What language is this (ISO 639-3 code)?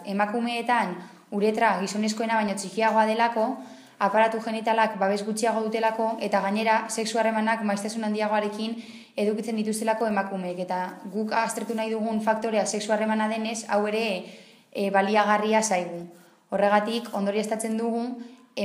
eus